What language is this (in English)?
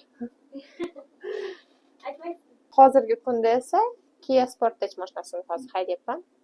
Uzbek